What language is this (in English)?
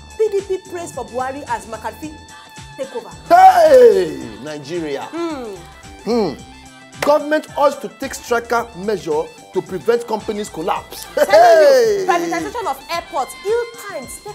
Nigerian Pidgin